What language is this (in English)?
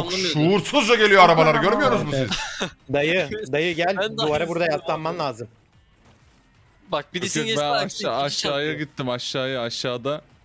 Turkish